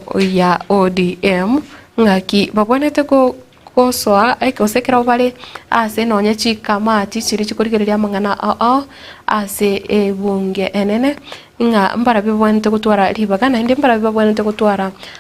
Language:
Gusii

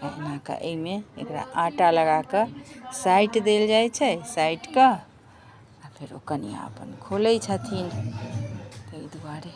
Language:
Maithili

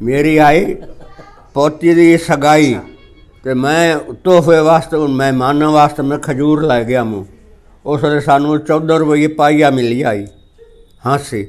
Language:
Saraiki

